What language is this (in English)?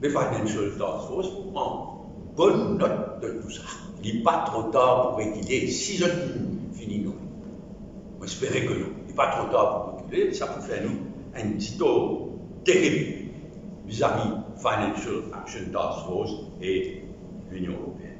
Morisyen